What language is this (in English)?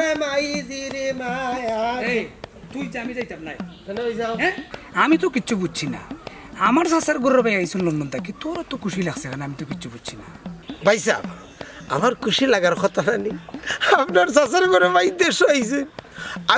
Sylheti